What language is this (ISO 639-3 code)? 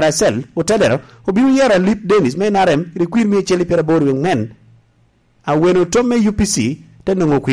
laj